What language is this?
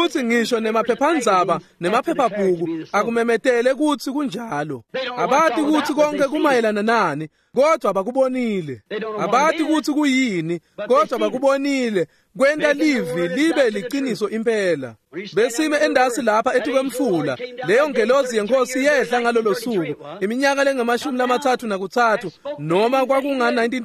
Swati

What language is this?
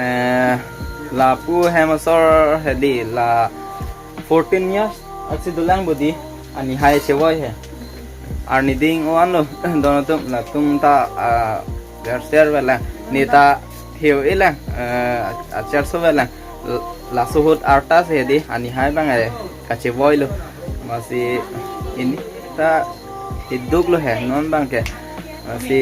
Karbi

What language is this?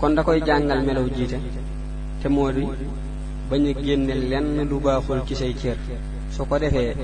Wolof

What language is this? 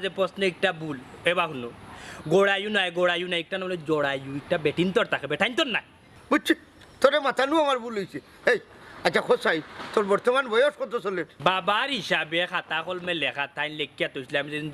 Sylheti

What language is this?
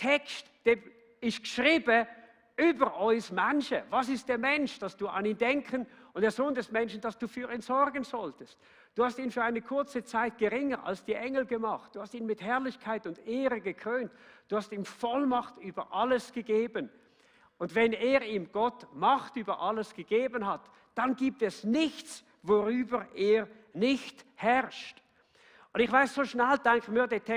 Swiss German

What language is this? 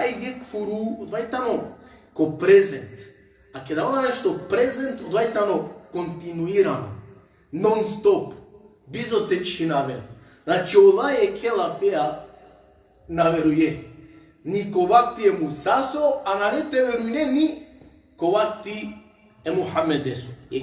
Balkan Romani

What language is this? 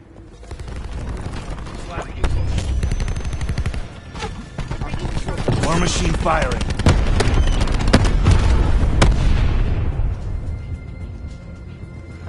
English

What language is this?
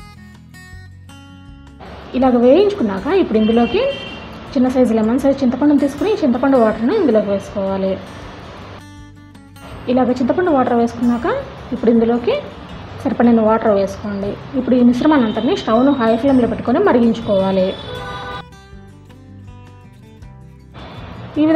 Telugu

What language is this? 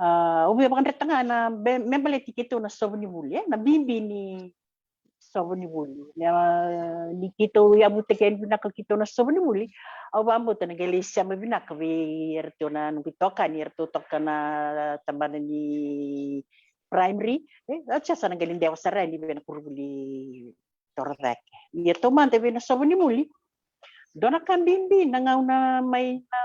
Fijian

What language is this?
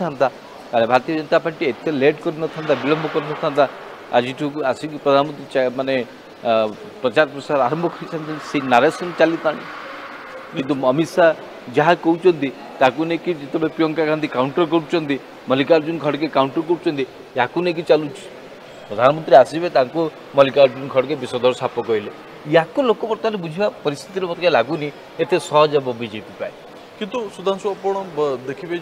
Odia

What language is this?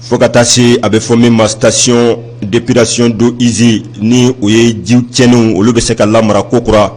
Bambara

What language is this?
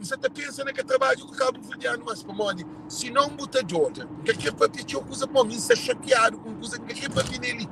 Kabuverdianu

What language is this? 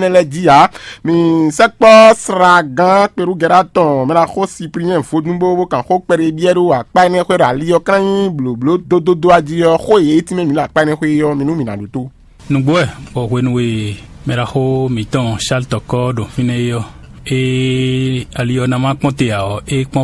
Fon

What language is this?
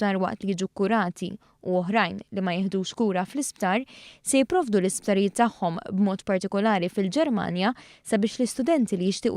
Maltese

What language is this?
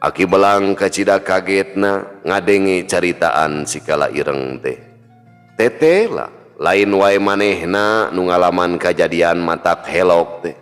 Sundanese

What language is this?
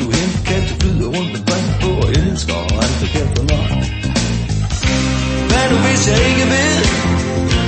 Danish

